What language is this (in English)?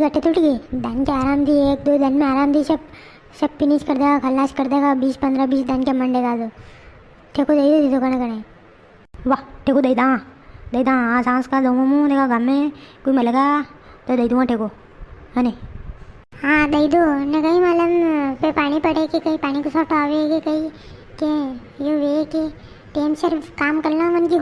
Rajasthani